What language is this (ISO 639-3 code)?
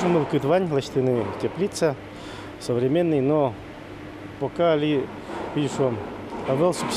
udm